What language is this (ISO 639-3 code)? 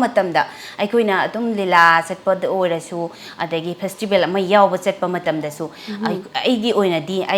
mni